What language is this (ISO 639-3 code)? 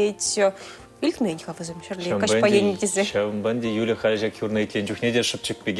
chv